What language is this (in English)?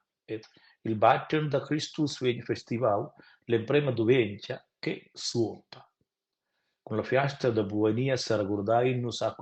Romansh